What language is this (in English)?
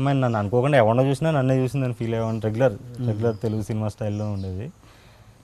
Telugu